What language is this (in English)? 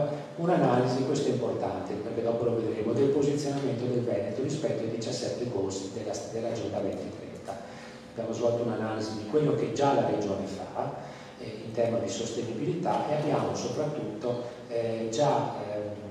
Italian